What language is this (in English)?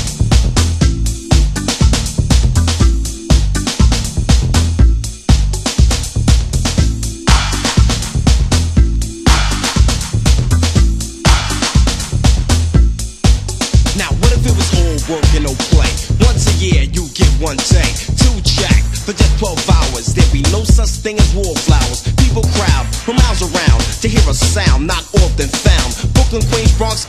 English